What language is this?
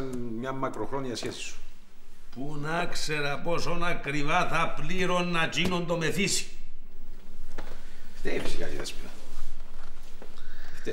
Greek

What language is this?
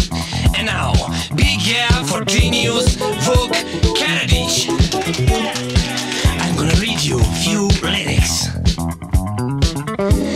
Serbian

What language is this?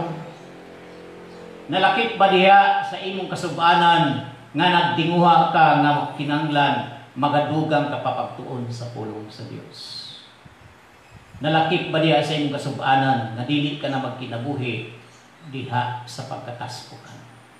Cebuano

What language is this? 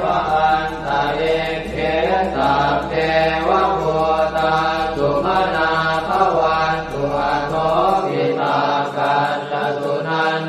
Pali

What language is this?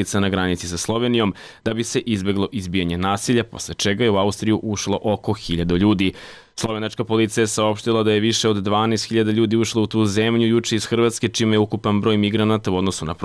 Serbian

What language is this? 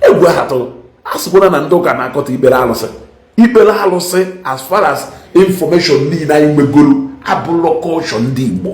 Igbo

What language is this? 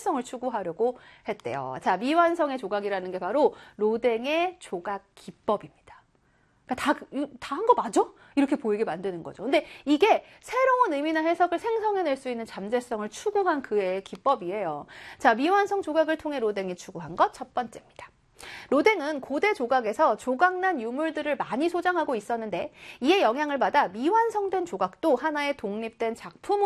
Korean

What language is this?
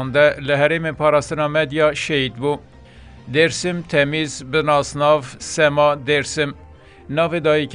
Kurdish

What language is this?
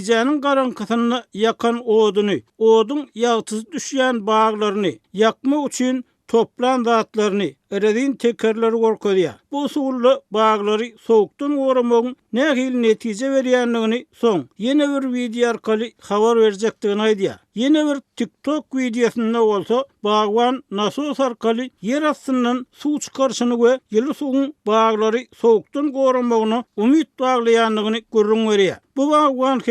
Turkmen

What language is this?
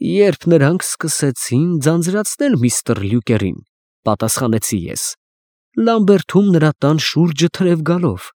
Armenian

